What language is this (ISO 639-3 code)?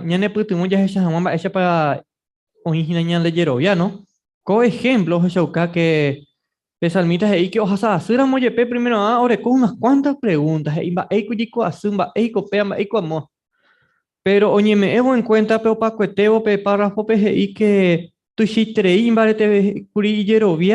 grn